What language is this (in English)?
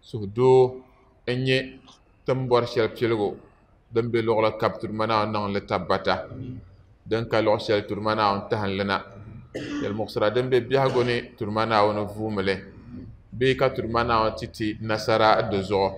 Dagbani